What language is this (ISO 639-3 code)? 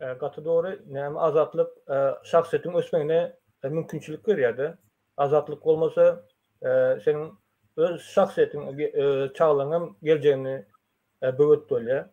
tuk